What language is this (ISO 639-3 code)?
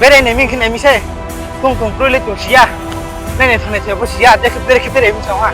ria